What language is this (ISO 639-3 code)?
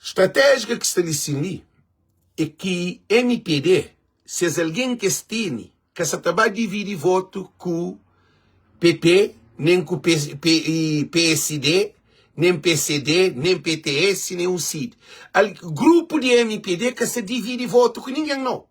kea